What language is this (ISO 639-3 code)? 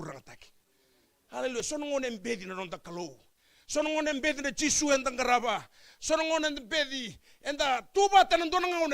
fij